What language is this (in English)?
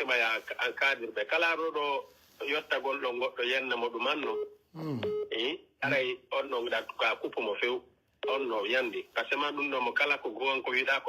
Pular